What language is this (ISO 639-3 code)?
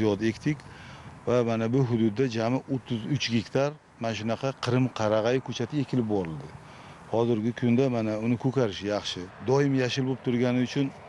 uzb